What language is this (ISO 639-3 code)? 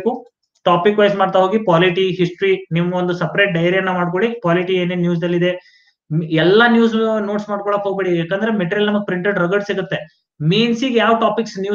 kan